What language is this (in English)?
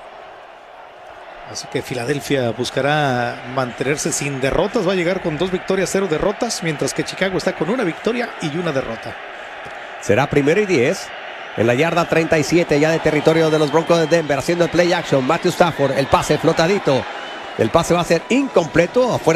Spanish